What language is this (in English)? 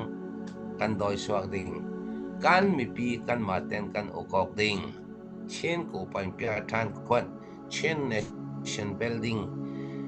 Falam Chin